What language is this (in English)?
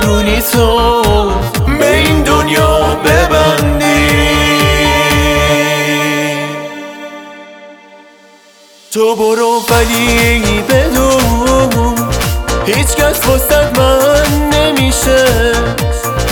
Persian